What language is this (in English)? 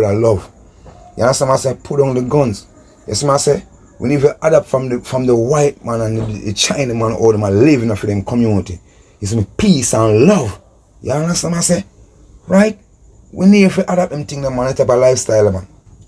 Jamaican Creole English